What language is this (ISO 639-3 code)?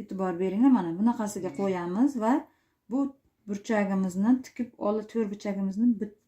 uzb